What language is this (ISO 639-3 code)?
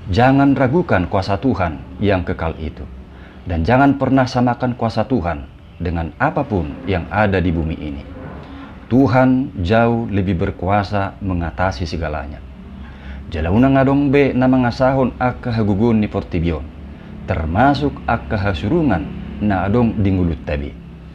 bbc